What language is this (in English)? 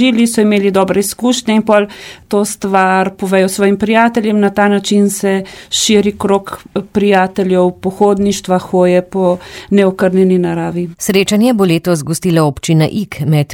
Slovenian